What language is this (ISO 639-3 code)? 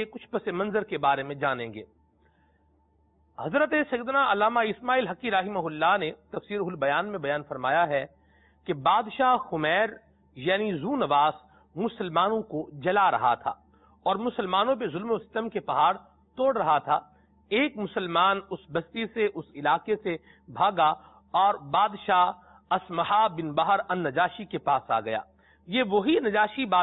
urd